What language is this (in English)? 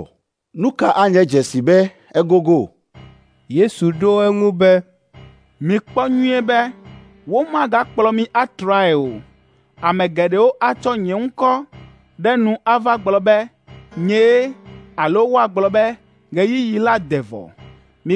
Ewe